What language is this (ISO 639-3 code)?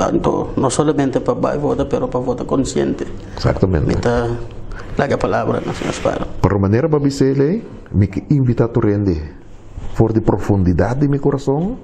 pap